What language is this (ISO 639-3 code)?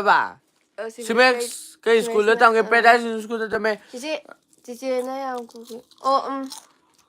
mni